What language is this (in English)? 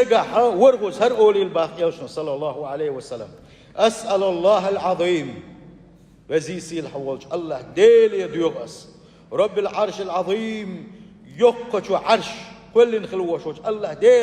Chechen